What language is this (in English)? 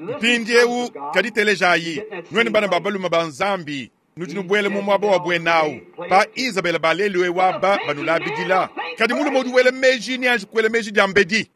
Luba-Lulua